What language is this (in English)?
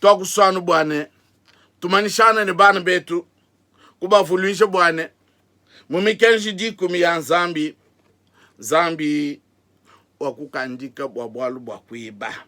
Luba-Lulua